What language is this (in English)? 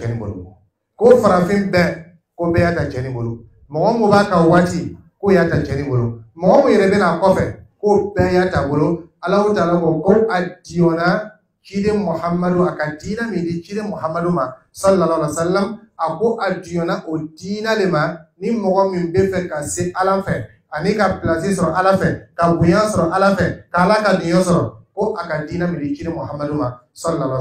Dyula